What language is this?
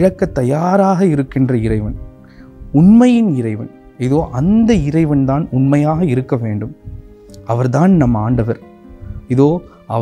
Tamil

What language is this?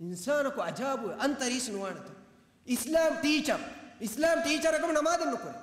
Divehi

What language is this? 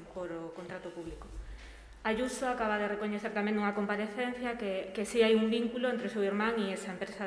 Galician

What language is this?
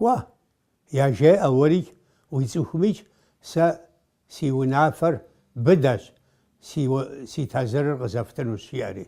Kabardian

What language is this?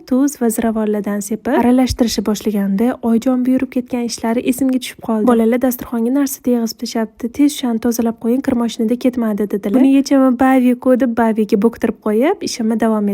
Uzbek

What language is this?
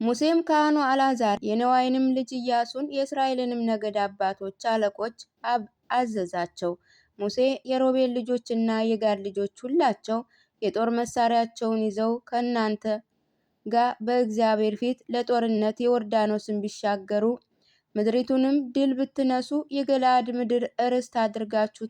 Amharic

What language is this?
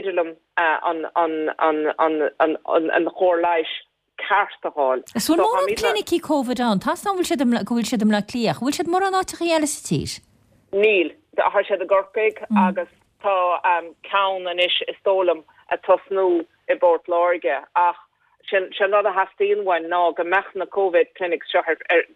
Irish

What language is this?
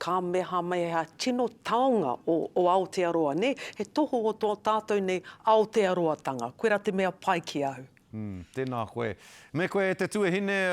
Māori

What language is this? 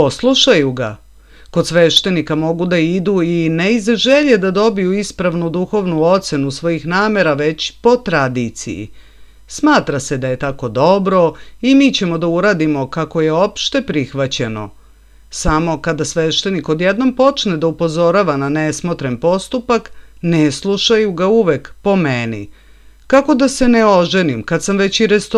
Serbian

